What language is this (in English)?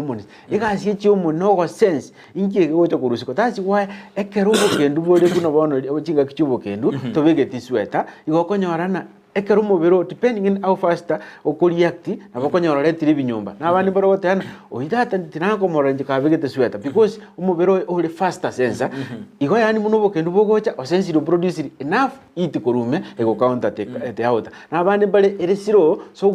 Gusii